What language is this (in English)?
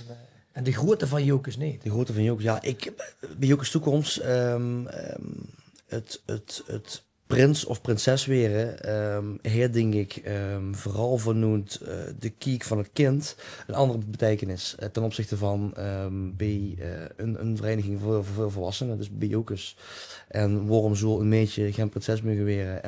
Limburgish